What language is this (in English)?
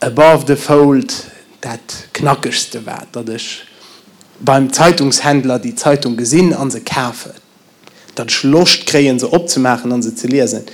Luxembourgish